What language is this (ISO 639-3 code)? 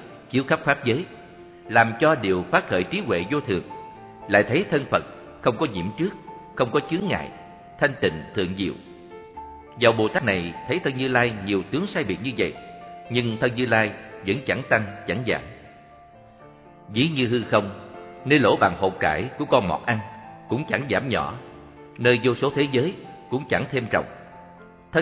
vie